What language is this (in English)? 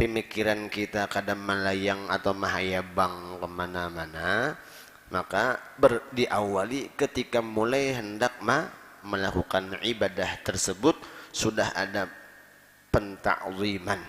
Banjar